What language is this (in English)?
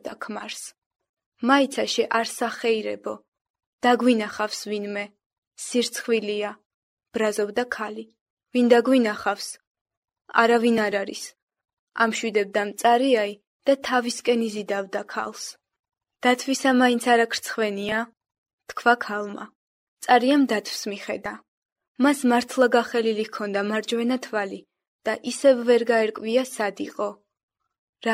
Georgian